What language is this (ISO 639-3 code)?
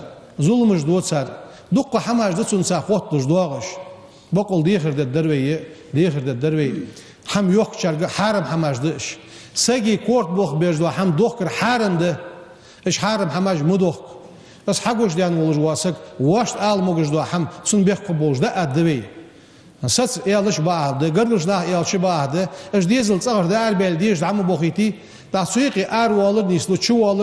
inh